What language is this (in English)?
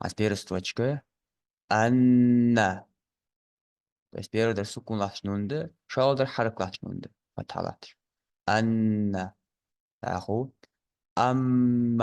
Ingush